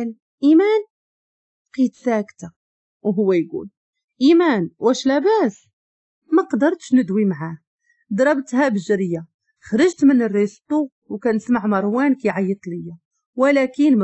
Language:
Moroccan Arabic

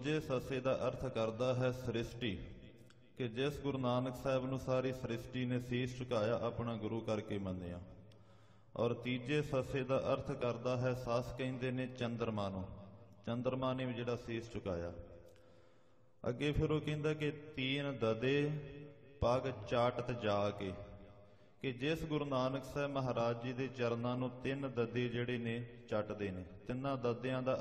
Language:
Punjabi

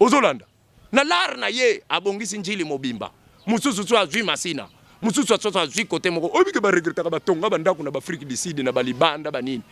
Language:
Lingala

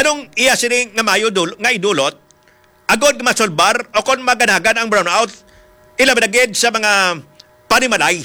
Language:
Hiligaynon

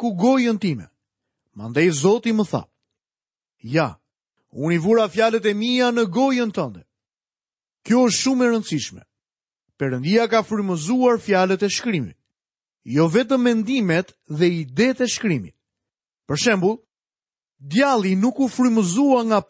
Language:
Albanian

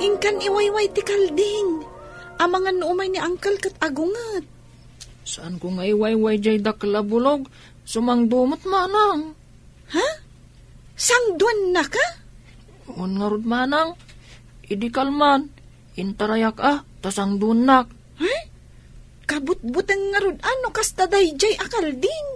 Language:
Iloko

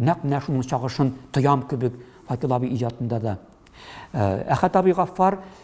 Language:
Tatar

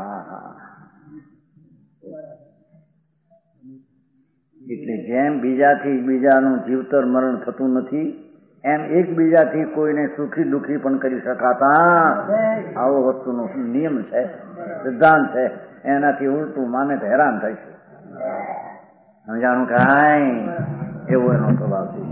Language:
Gujarati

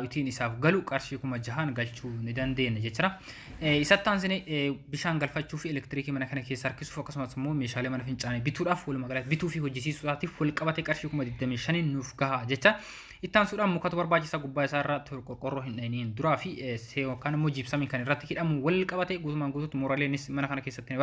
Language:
Oromo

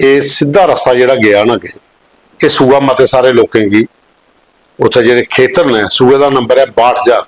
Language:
Dogri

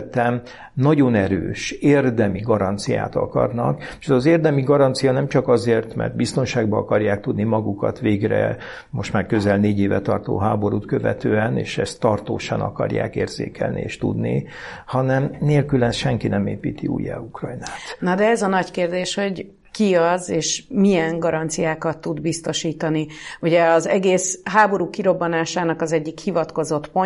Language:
Hungarian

